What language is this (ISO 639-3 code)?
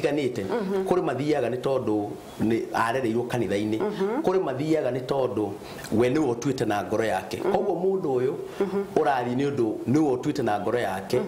kik